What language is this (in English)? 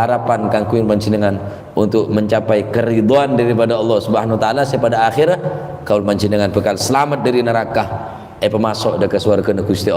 Madurese